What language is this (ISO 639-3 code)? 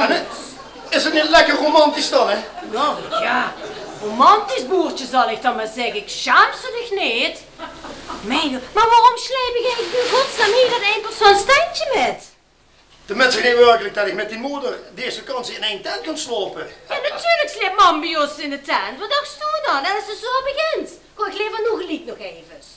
lim